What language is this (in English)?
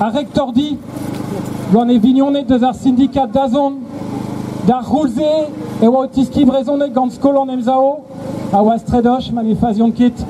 Breton